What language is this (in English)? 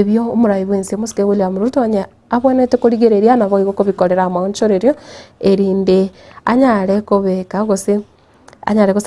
Gusii